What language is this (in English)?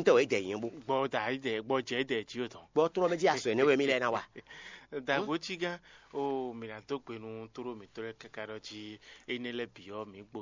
Fon